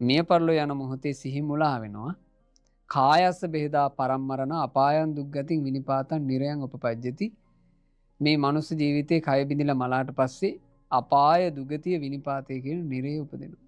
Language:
Sinhala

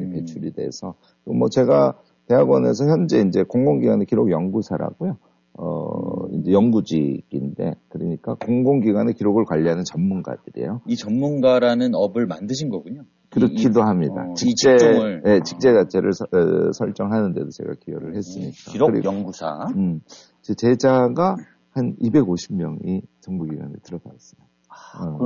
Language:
Korean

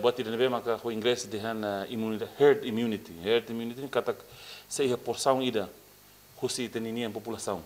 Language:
Tetum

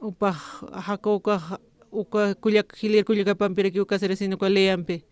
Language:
Aymara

